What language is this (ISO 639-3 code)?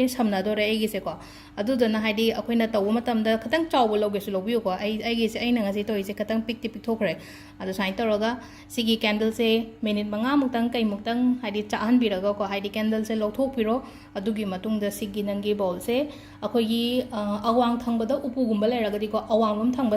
mni